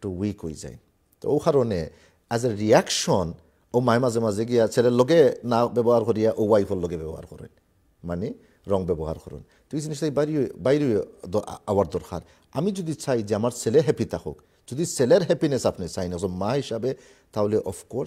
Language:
Sylheti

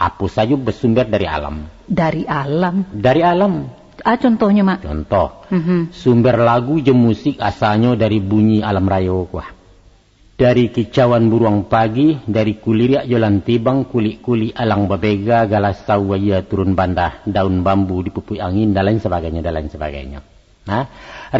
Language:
Minangkabau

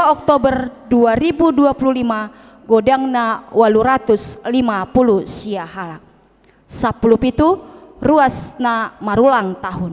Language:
Batak Toba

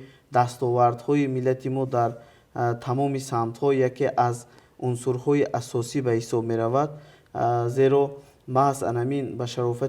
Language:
Tajik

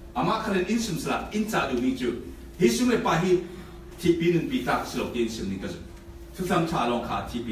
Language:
Falam Chin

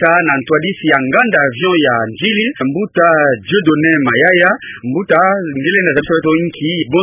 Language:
Kituba (Democratic Republic of Congo)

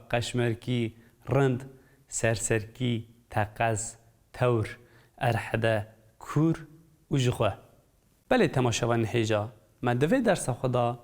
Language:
Kurdish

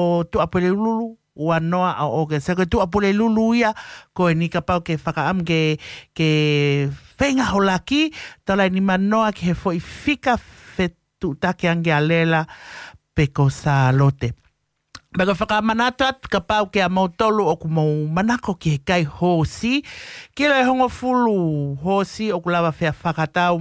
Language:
Tongan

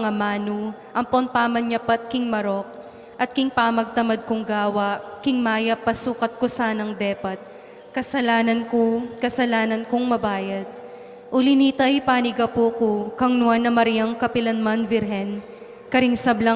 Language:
Pampanga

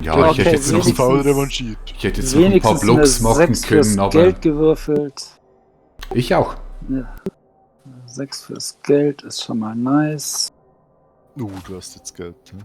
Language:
Swiss German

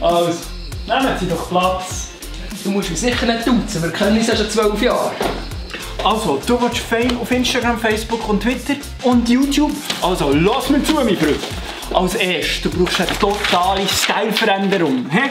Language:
Swiss German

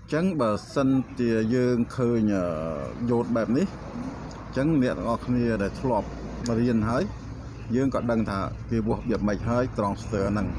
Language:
Khmer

